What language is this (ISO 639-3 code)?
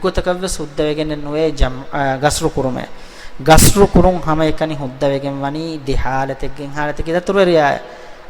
div